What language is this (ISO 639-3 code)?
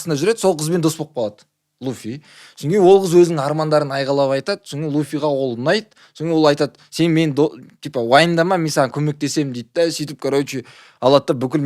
kaz